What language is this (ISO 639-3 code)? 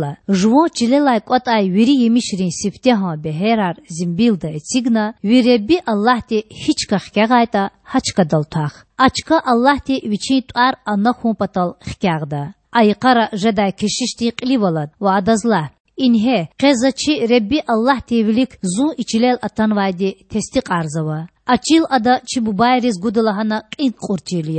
lez